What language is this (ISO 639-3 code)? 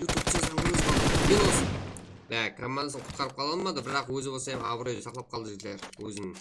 kaa